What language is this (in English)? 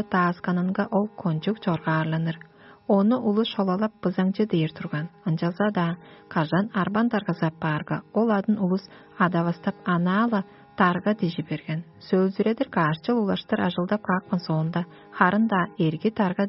Tuvinian